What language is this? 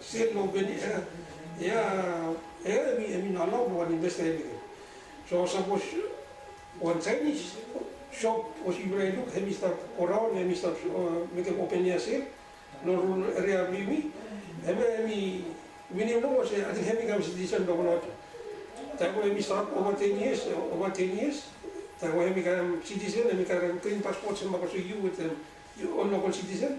Bislama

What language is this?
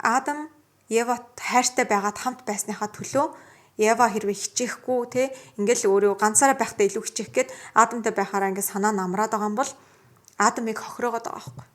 Mongolian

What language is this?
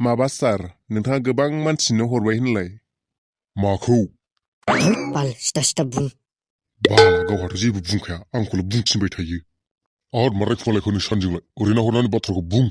Bodo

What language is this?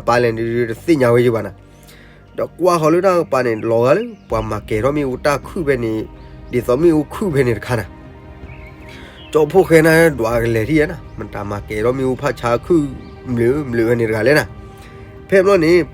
S'gaw Karen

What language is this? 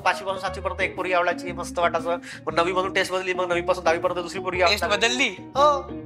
Marathi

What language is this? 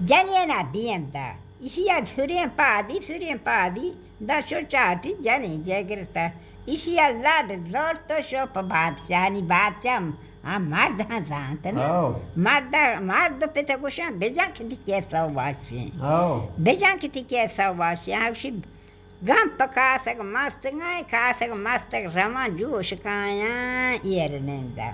Baluchi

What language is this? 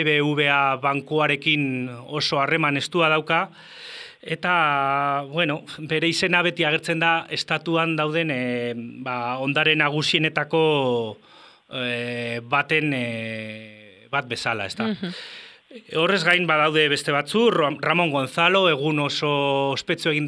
Basque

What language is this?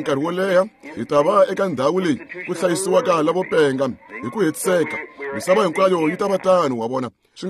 Tsonga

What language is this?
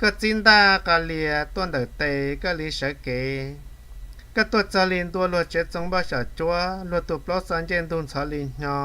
Hmong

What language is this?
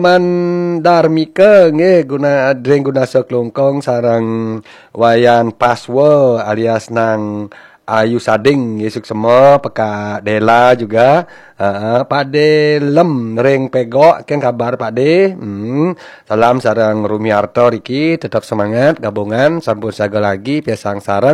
Balinese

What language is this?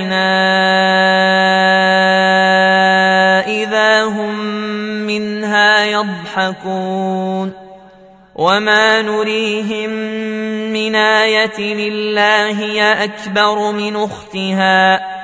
Arabic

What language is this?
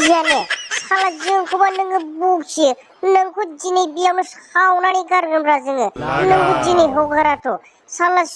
Bodo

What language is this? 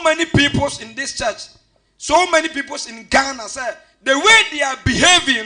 Akan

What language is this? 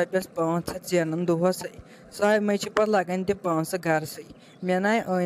Kashmiri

